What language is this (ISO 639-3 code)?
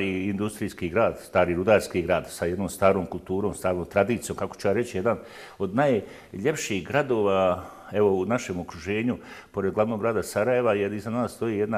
bos